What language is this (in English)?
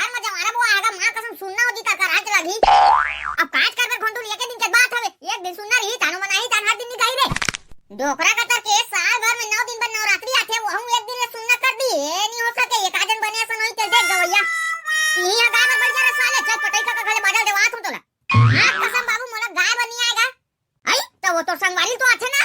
Chhattisgarhi